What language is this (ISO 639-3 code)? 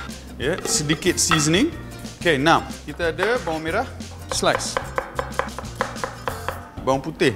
msa